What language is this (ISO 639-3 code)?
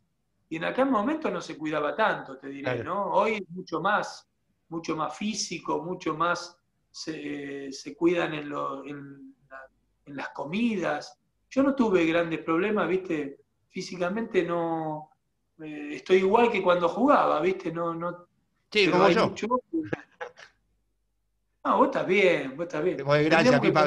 spa